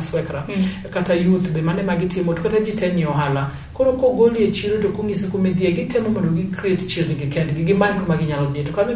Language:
Luo (Kenya and Tanzania)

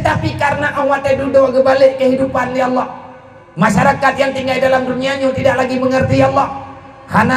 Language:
Achinese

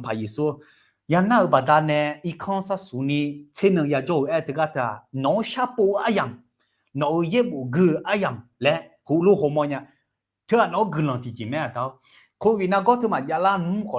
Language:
Akha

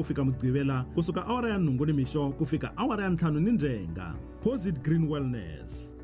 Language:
Tsonga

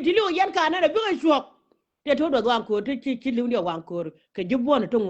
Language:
Nuer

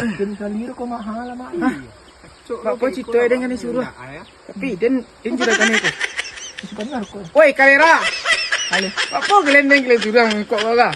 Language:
Minangkabau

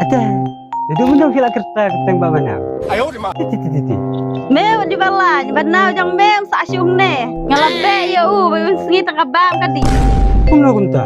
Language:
Khasi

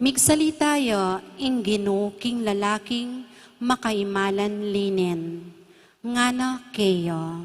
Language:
Pampanga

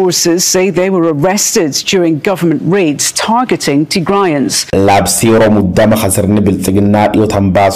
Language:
Oromo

